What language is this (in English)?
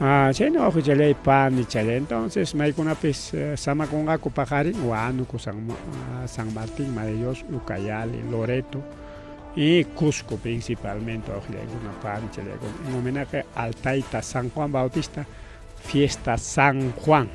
Ayacucho Quechua